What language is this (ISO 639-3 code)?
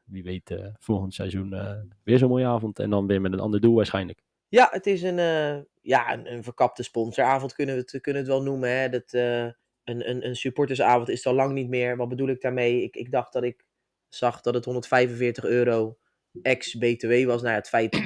nld